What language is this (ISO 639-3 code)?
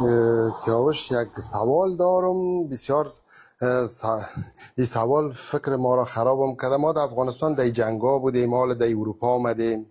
fas